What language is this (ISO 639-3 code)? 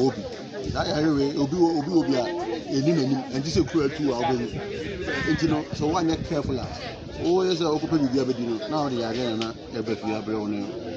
aka